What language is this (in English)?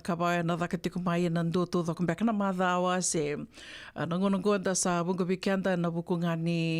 Fijian